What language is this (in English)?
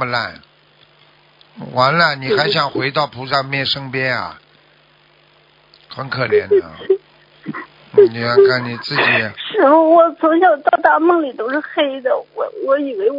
Chinese